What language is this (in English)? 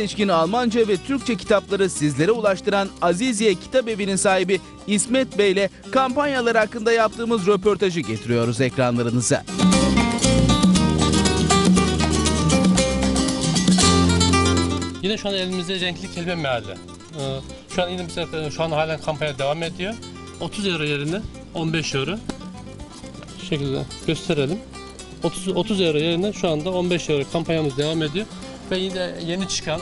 Turkish